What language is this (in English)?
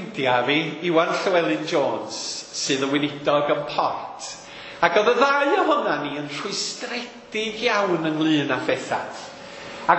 Welsh